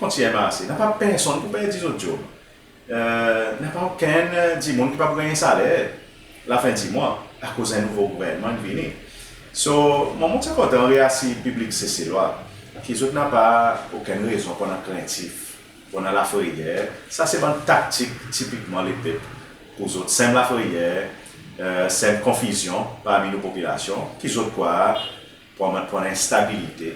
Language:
Seselwa Creole French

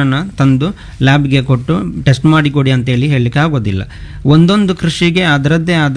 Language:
Kannada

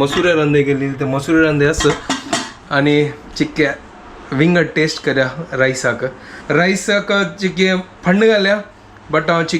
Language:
Konkani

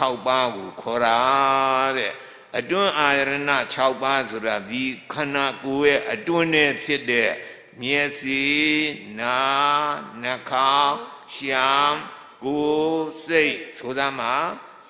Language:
Burmese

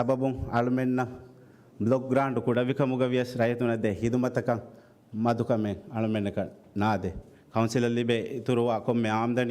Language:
Divehi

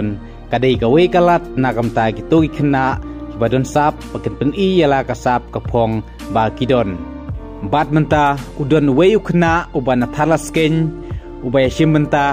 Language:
Khasi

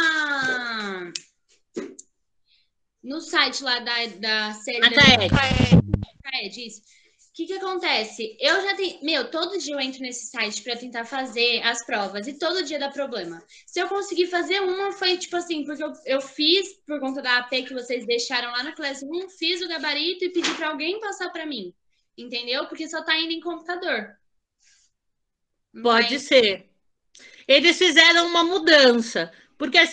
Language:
Portuguese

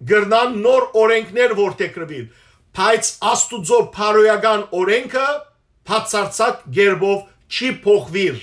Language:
Western Armenian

